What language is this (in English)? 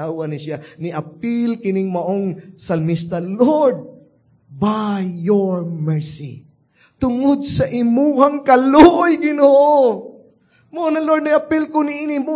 Cebuano